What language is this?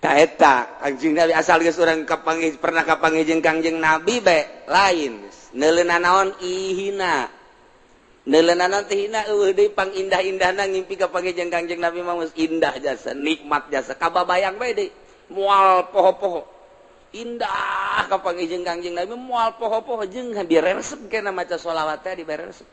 Sundanese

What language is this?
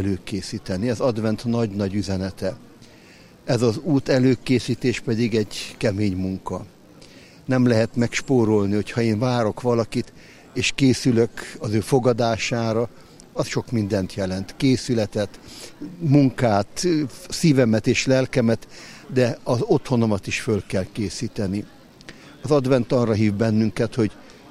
Hungarian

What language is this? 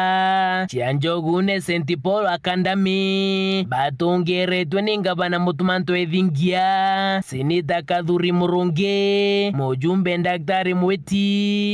Meru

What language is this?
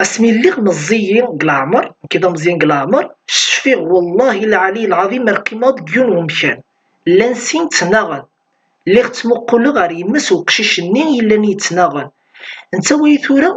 Kabyle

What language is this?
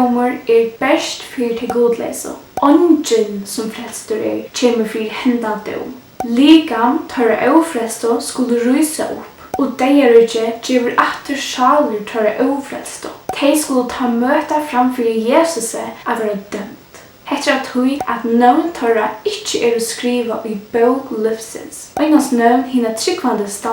Faroese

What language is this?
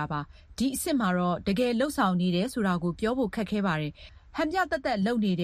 Burmese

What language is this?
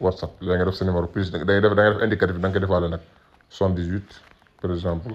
Wolof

